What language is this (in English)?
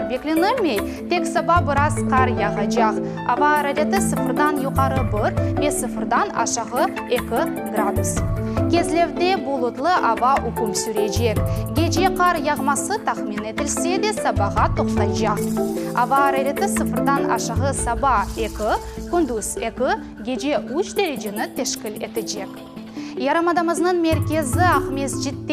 Crimean Tatar